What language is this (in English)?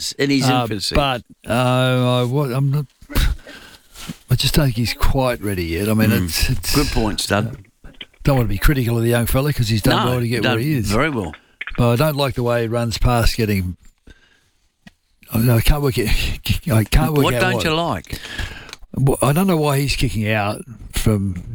English